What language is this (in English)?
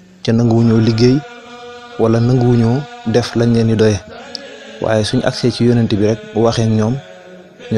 Wolof